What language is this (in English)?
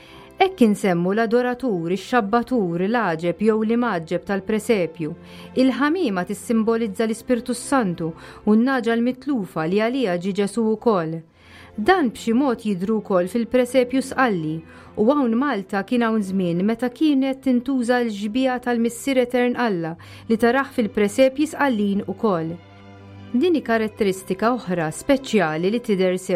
Maltese